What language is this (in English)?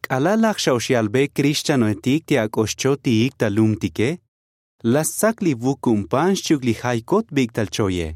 Tzotzil